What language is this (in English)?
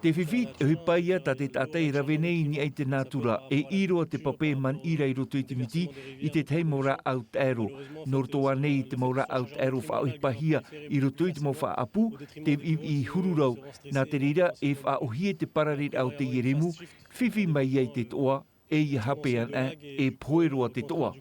Tahitian